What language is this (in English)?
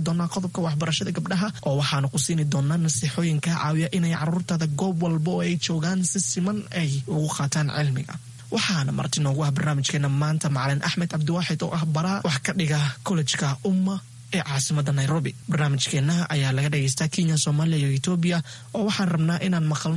Somali